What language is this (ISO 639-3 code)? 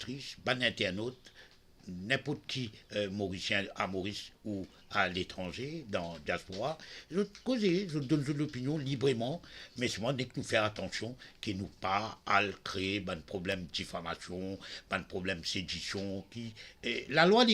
mfe